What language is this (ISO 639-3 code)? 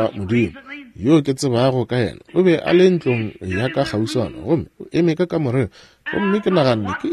nso